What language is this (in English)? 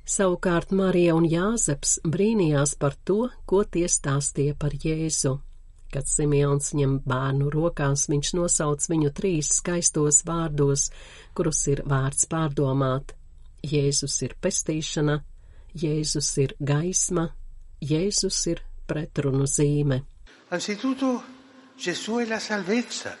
Latvian